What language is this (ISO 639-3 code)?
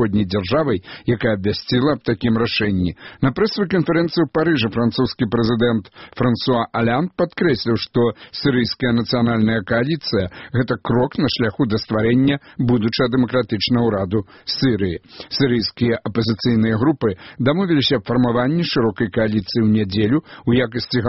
bel